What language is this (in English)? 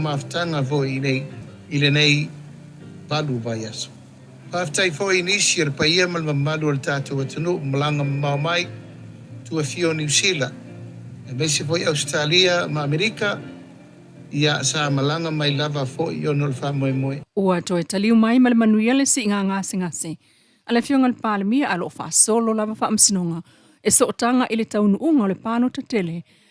Samoan